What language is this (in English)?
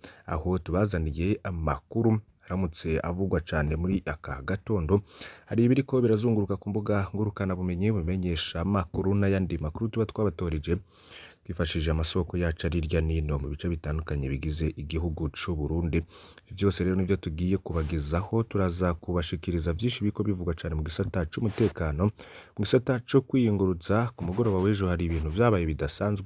Rundi